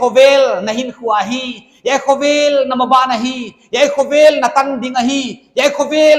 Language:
Paite Chin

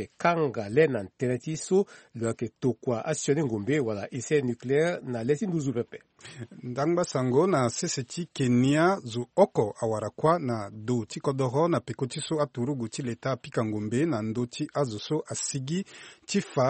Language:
Sango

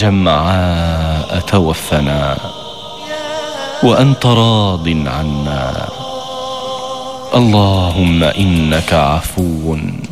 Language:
Arabic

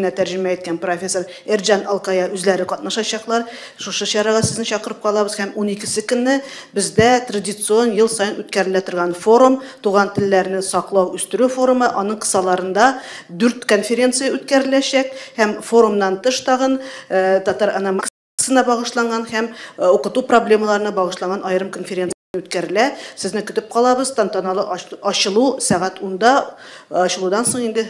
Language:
Tatar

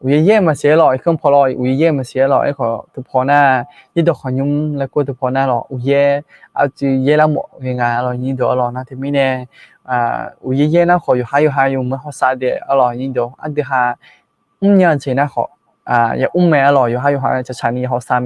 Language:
Akha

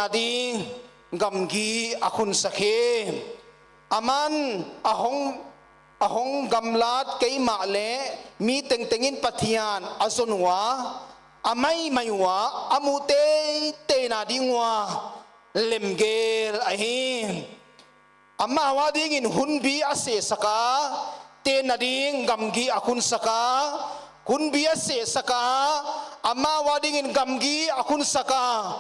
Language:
Paite Chin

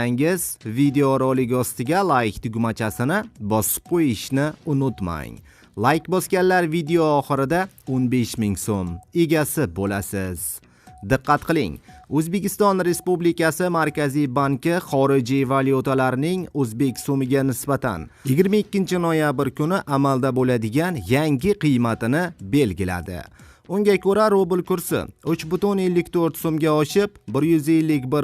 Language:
Uzbek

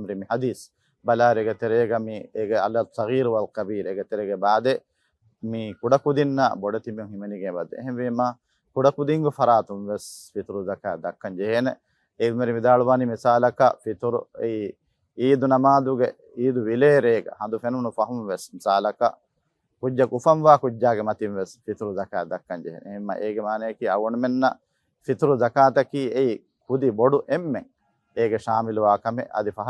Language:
Divehi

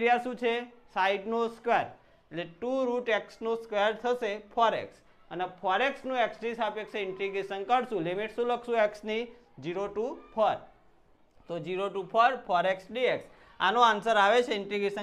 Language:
Gujarati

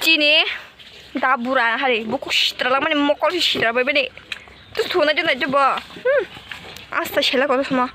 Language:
Kok Borok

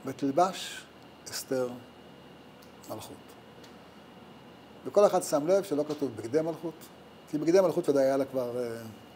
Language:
Hebrew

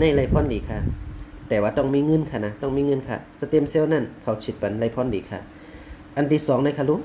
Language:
Shan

